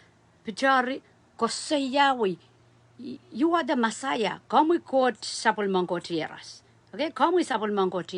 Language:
Pohnpeian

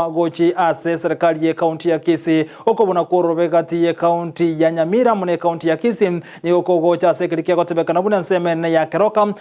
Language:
Gusii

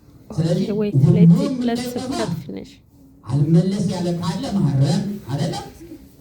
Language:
Amharic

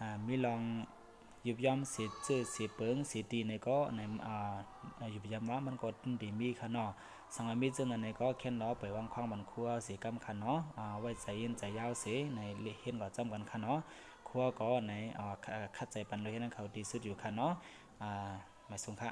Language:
Shan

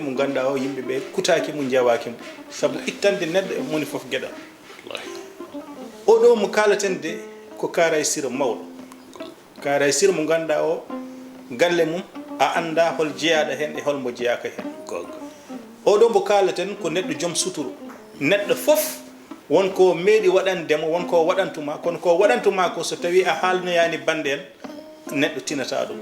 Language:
Fula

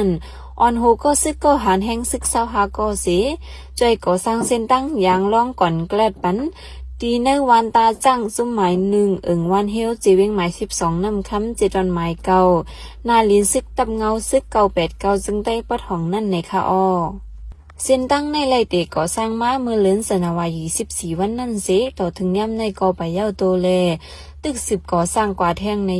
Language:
Shan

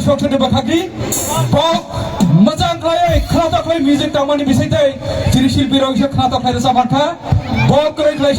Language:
Kok Borok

